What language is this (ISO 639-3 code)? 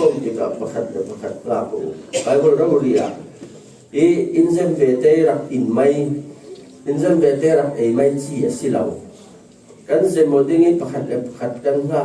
cfm